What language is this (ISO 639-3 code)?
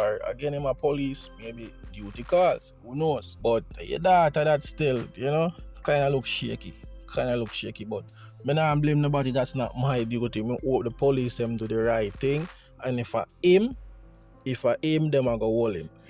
jam